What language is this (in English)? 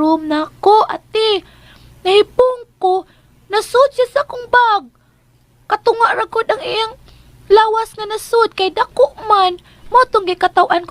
Cebuano